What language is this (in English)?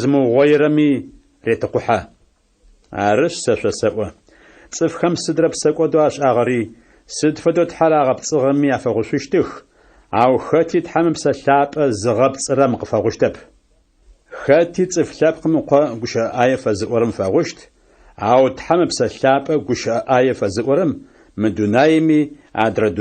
Adyghe